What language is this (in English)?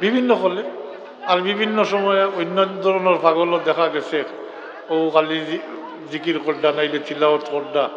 Sylheti